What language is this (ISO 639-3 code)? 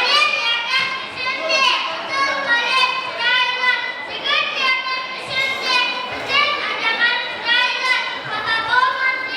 kaa